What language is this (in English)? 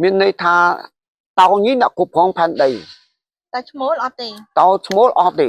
Khmer